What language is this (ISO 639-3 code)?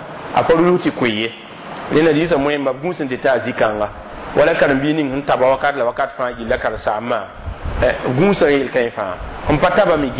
mos